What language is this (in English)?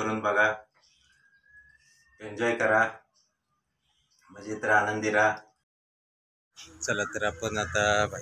Marathi